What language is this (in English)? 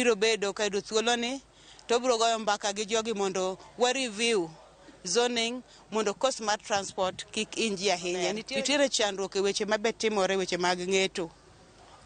Luo (Kenya and Tanzania)